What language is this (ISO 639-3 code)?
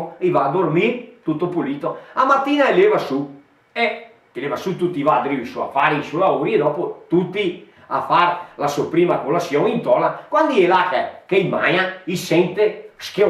vec